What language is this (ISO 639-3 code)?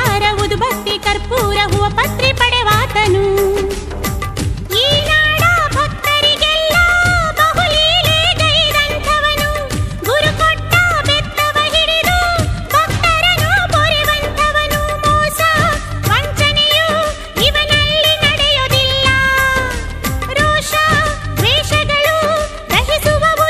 kan